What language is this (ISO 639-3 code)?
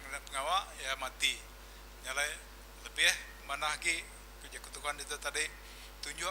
iba